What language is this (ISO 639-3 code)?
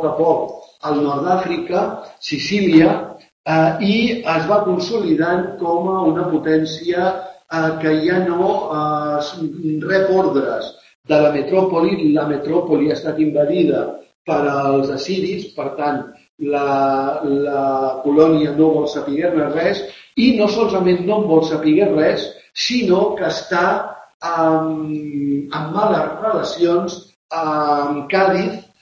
cat